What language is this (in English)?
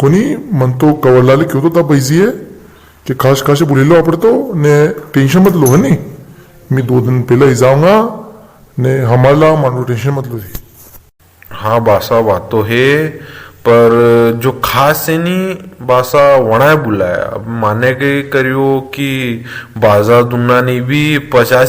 Rajasthani